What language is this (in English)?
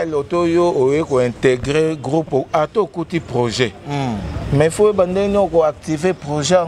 Lingala